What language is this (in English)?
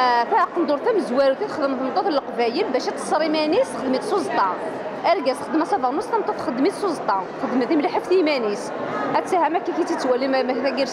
Kabyle